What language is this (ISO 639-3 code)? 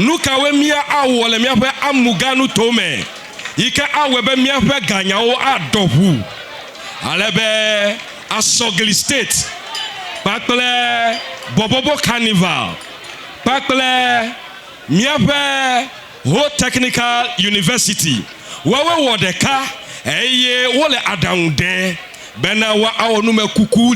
ewe